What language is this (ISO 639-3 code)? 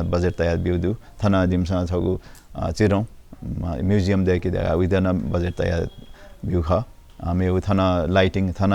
new